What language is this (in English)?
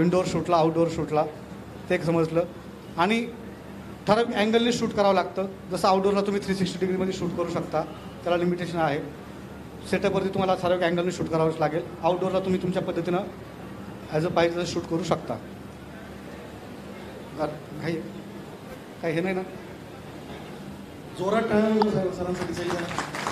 Marathi